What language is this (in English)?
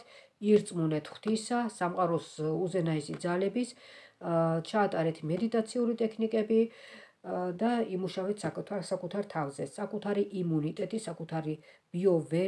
Georgian